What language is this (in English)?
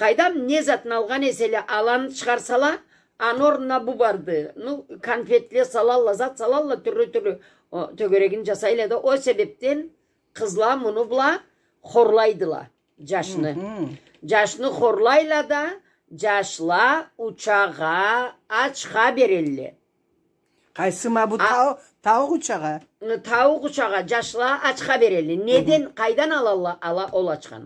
Karachay-Balkar